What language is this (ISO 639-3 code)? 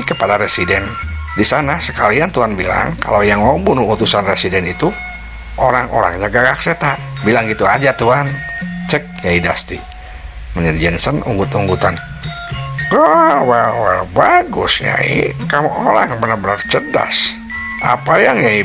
sun